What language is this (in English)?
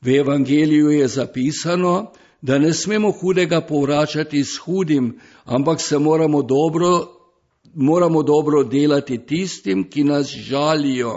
Slovenian